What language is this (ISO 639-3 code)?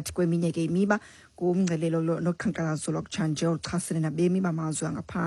xho